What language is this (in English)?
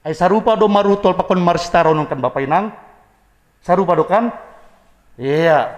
Batak Simalungun